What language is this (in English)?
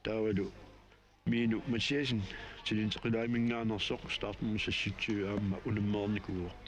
Kalaallisut